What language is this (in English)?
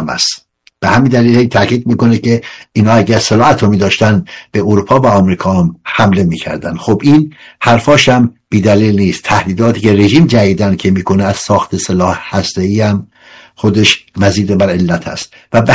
Persian